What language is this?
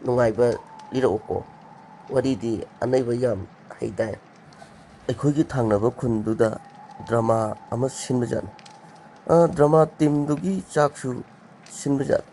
Manipuri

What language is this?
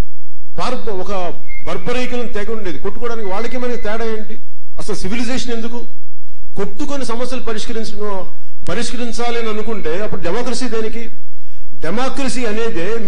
Telugu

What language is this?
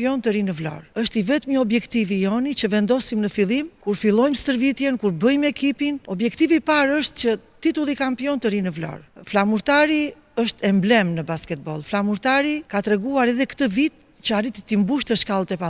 Albanian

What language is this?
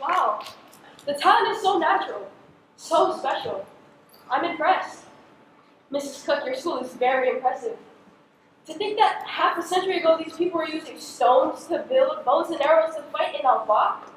Hawaiian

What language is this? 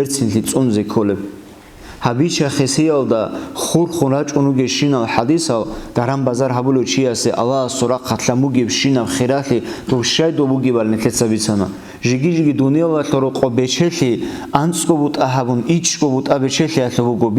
Avaric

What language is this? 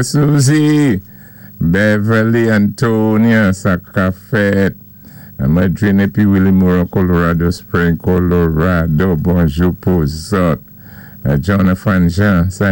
Saint Lucian Creole French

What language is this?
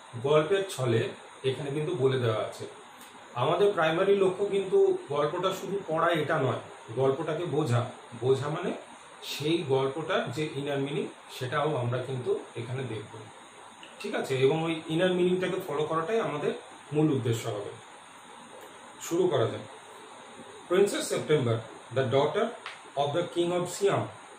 Bangla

